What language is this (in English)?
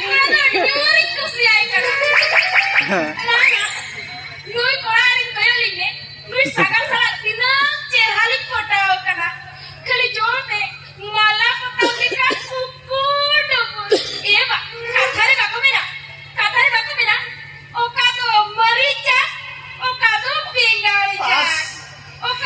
Santali